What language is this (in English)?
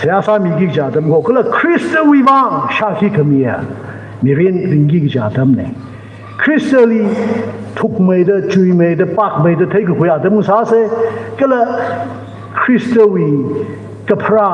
Tangkhul Naga (India)